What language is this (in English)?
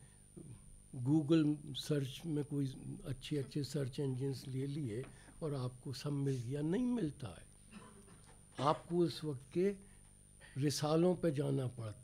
Hindi